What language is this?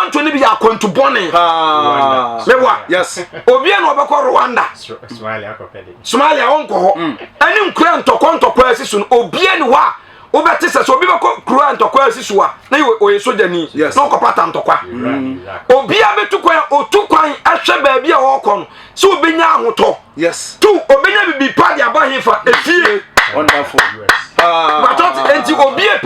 Akan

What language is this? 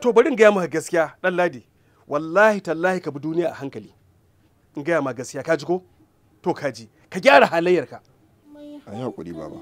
Hausa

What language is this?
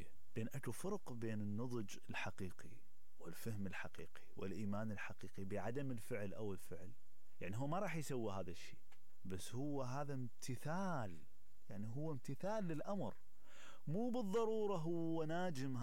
Mesopotamian Arabic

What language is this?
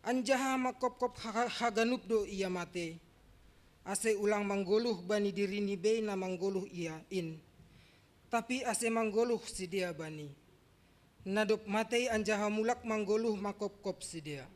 Batak Simalungun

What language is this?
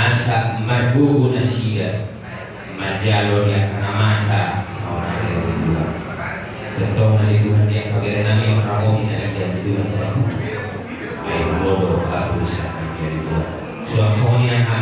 Batak Toba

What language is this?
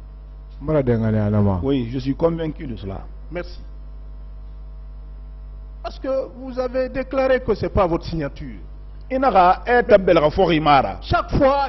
French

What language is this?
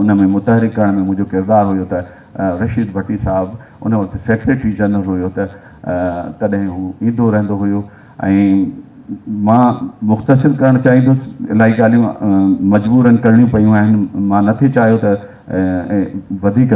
Sindhi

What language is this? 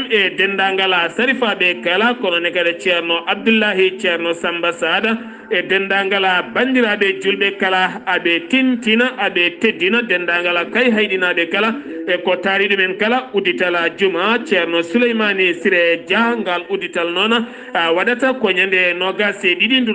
Fula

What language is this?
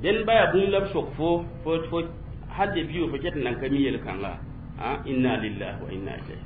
Mossi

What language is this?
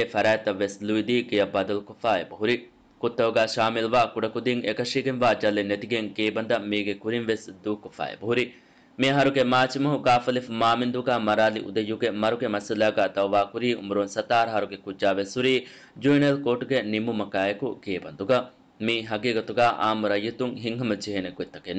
Divehi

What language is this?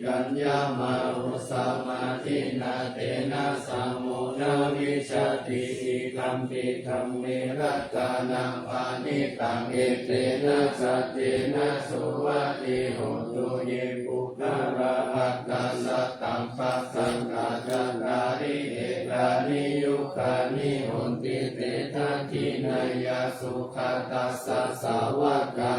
Pali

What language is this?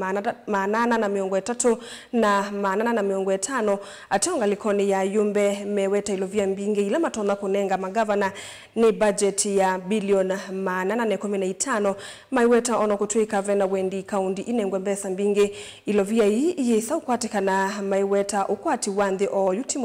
Kamba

